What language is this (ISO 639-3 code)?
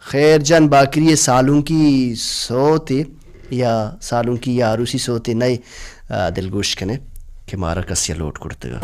bal